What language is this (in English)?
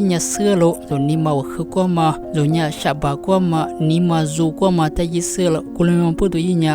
Lisu